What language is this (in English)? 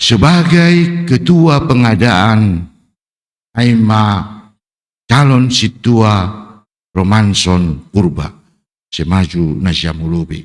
Batak Simalungun